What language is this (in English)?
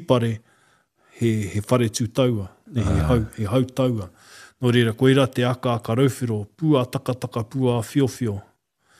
Māori